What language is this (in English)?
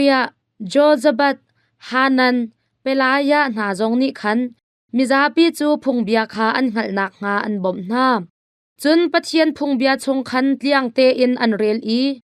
Hakha Chin